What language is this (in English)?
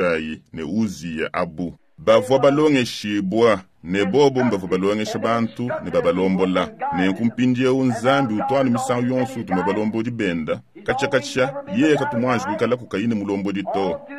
Luba-Lulua